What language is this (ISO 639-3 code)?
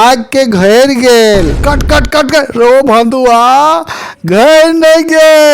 mai